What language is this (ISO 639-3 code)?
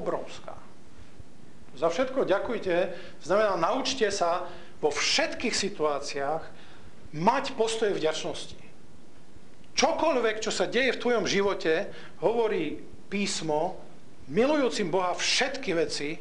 slk